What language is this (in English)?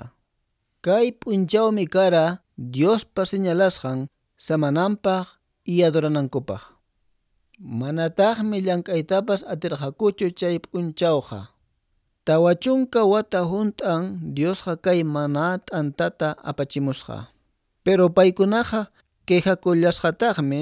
Quechua